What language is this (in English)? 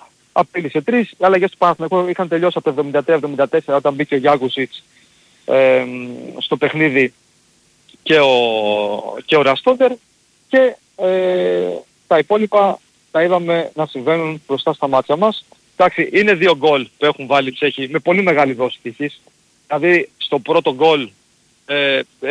Greek